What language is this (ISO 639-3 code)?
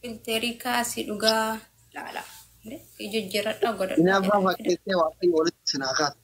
orm